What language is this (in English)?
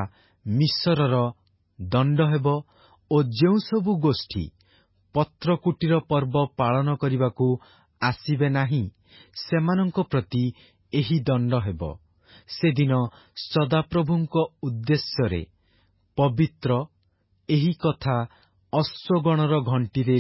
Odia